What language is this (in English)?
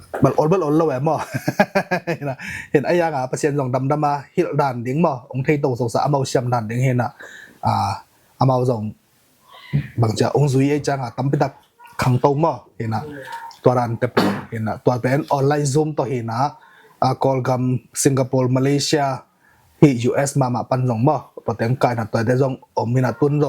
Tedim Chin